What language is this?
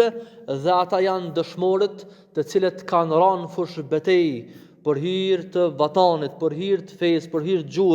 Albanian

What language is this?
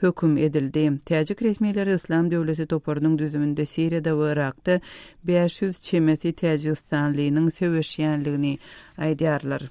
Turkmen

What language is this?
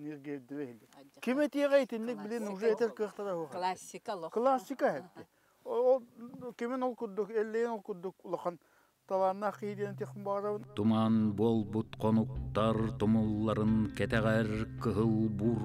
Yakut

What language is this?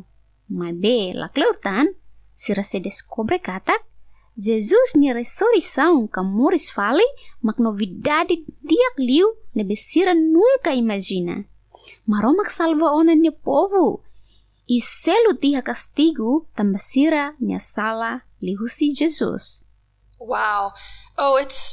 Tetum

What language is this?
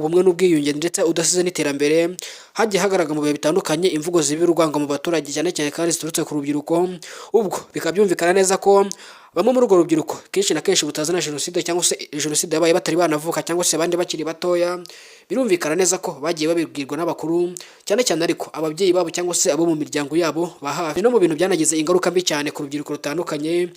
Kinyarwanda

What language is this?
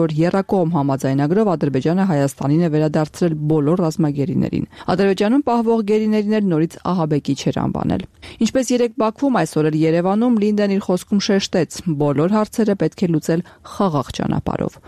Armenian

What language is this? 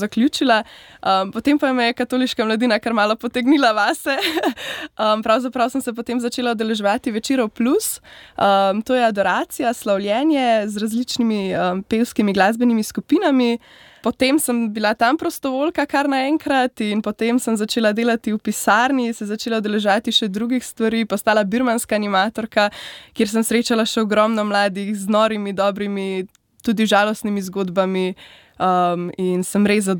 Slovenian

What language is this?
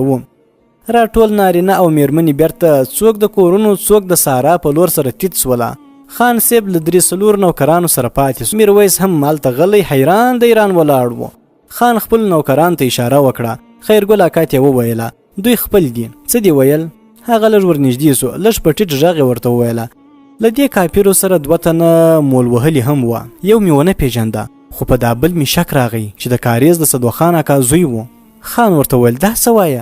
Pashto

